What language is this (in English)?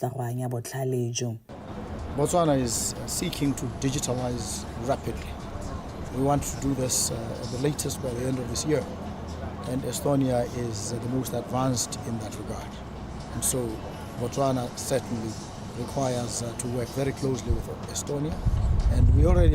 Tswana